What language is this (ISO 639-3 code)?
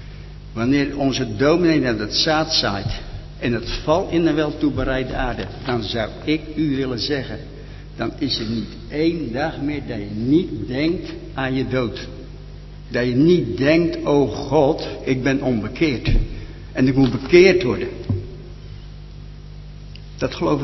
nld